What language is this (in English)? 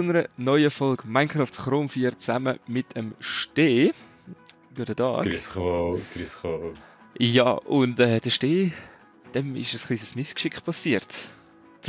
Swiss German